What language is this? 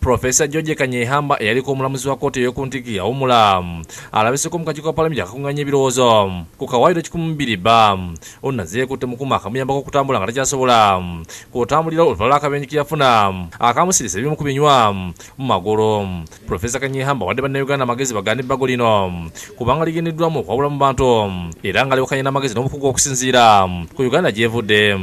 Ganda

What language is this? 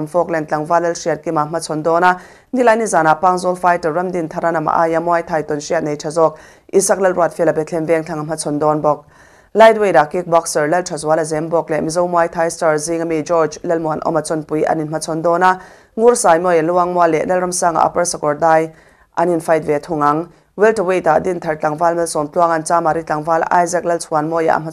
Mizo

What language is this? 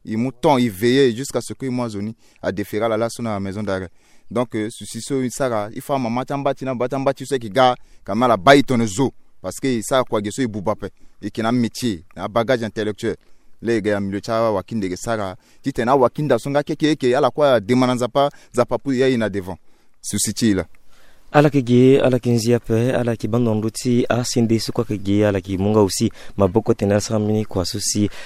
Sango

